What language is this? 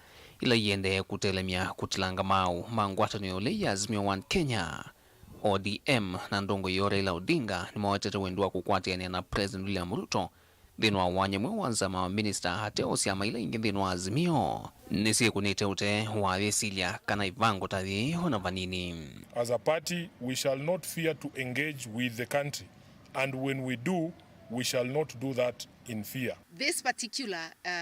Kamba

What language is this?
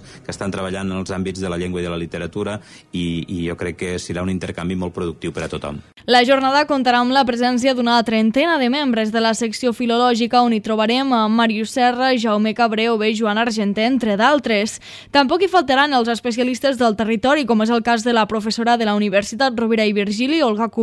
Catalan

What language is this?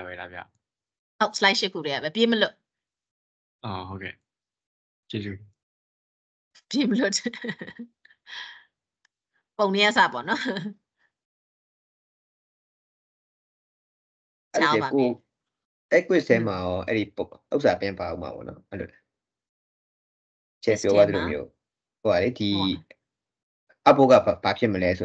Burmese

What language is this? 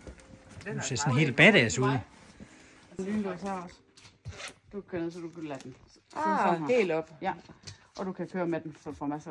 Danish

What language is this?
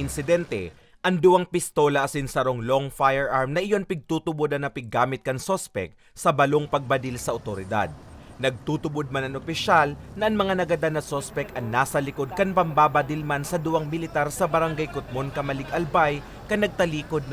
Bikol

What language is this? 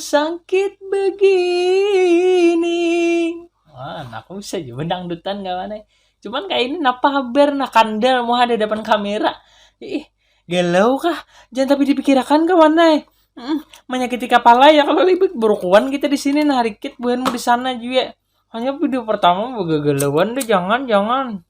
Banjar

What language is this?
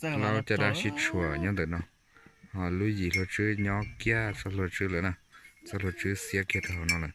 Hmong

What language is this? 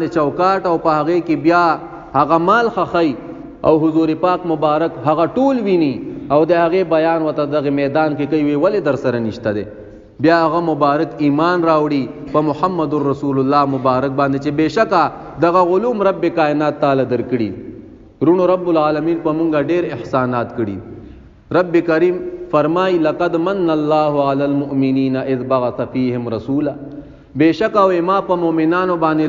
Pashto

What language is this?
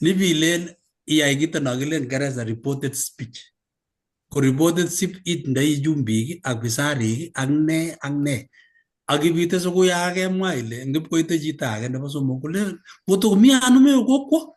Kalenjin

